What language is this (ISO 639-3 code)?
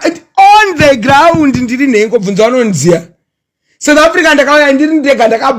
sna